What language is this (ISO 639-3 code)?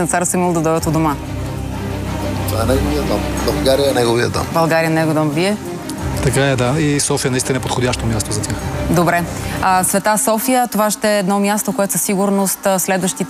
bul